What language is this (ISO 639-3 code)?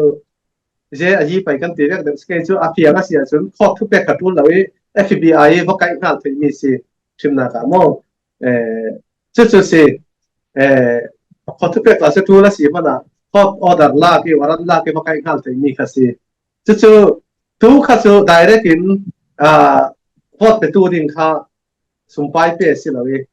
cfm